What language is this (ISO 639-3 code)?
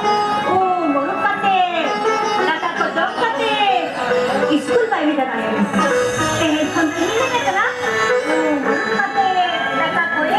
sat